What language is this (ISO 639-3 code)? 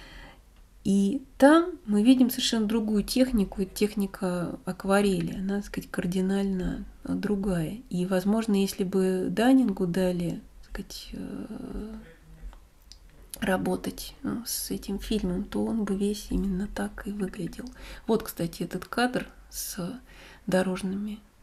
rus